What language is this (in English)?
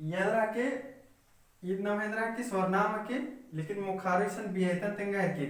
Kurukh